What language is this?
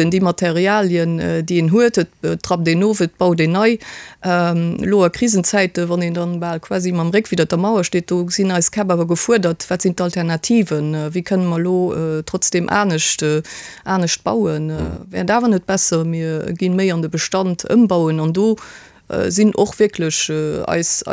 Luxembourgish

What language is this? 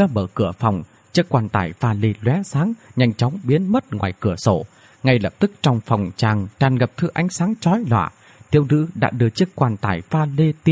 Vietnamese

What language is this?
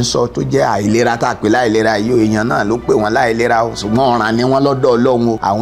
Yoruba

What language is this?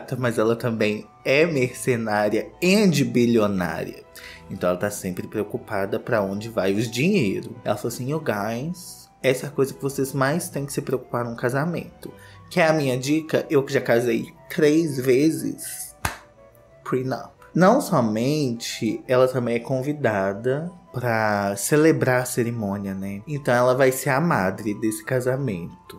Portuguese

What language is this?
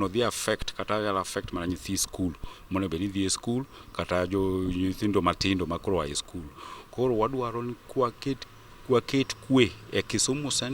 Luo (Kenya and Tanzania)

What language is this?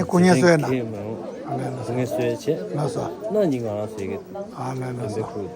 Tibetan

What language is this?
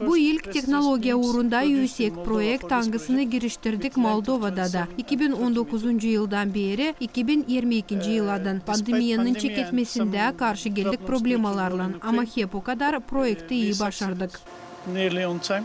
Gagauz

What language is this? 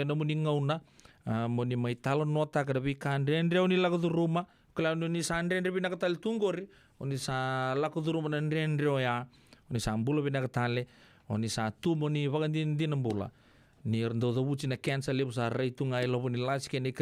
Fijian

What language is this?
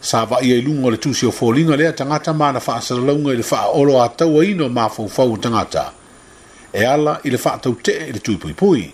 Samoan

